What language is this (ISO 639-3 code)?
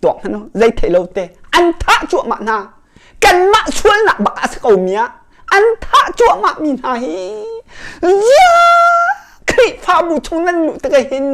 cnh